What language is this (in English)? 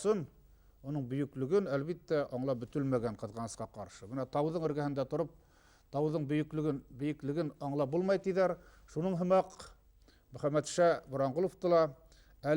Bashkir